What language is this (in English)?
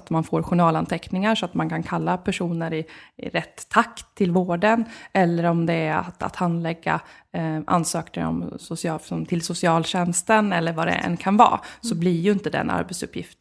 Swedish